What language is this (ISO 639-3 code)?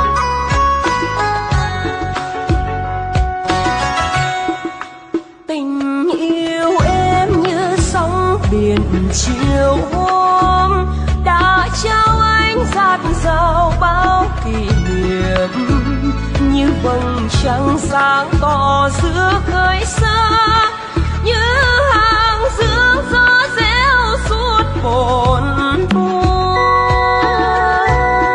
vie